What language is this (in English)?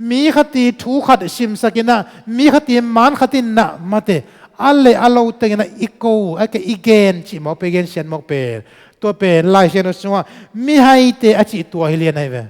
Tedim Chin